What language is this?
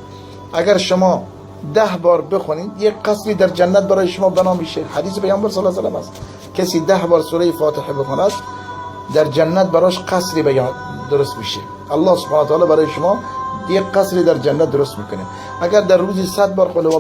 Tajik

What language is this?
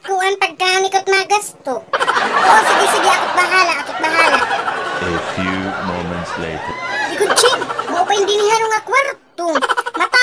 Waray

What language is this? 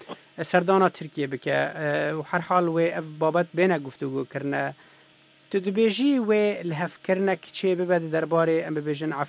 Kurdish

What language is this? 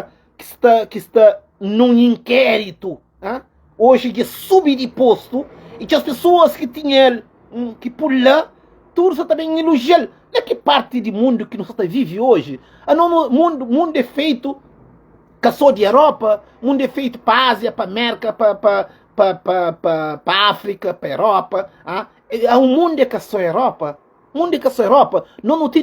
Kabuverdianu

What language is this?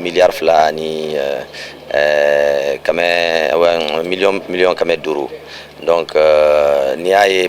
Bambara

